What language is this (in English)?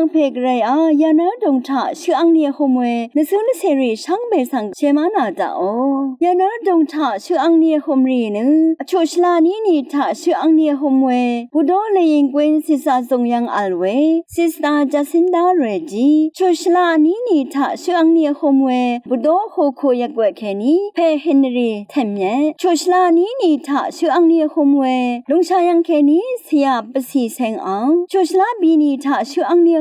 Rawang